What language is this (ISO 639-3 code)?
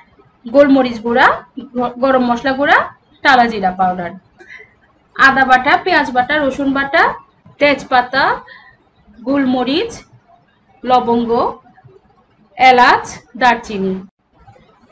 ben